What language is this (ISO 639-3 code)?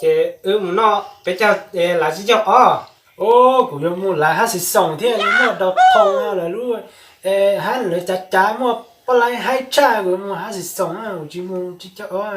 hmn